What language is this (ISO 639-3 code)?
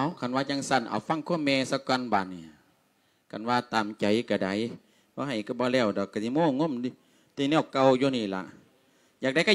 lao